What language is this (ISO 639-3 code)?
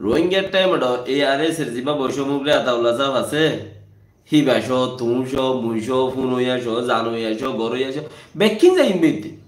rhg